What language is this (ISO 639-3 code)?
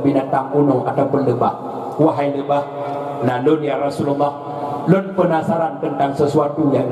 ace